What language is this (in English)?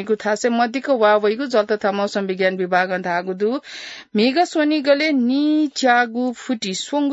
Newari